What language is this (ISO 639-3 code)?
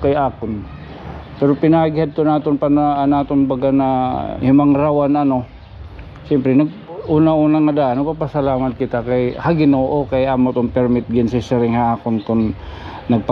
war